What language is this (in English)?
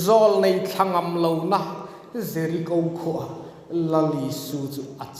Hmar